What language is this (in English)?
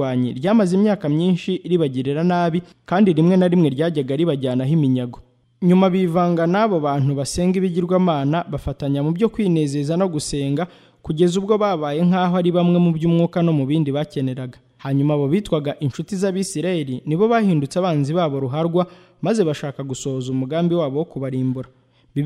Kinyarwanda